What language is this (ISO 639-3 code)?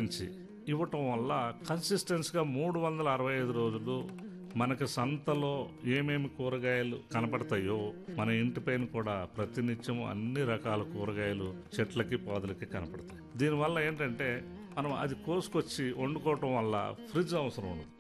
tel